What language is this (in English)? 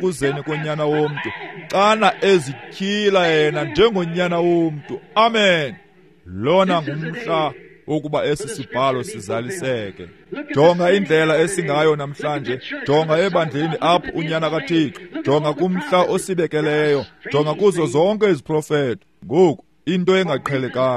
Xhosa